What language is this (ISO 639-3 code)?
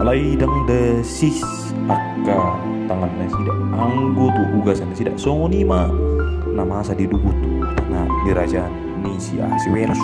bbc